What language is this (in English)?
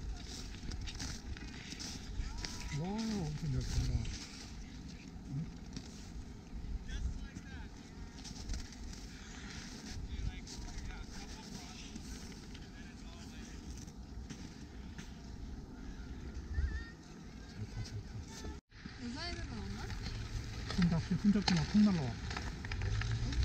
Korean